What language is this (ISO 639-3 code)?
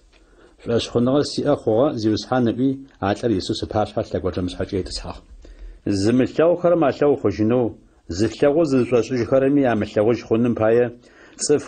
ady